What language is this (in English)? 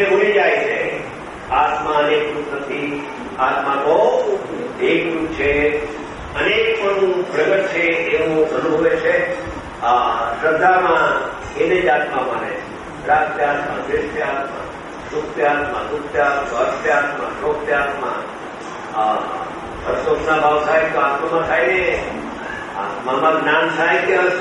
Gujarati